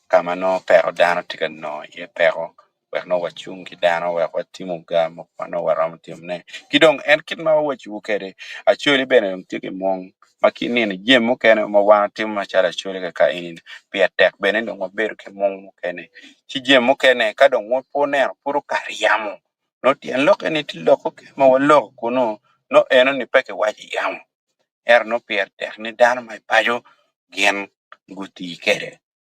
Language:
Acoli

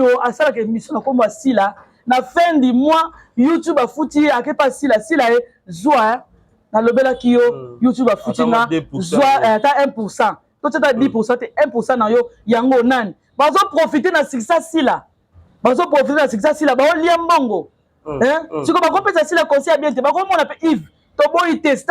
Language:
Lingala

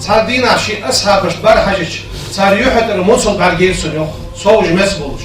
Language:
Ingush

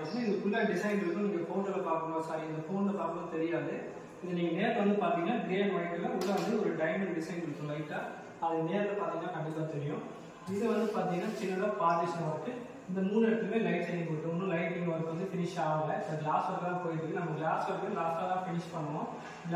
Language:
Tamil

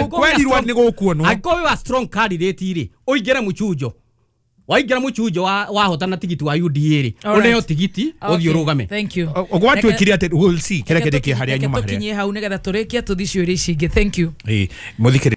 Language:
Kikuyu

